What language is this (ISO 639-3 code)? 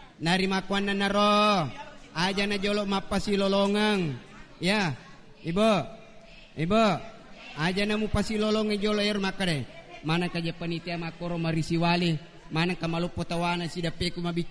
bug